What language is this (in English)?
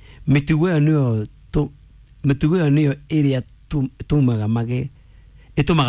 Kikuyu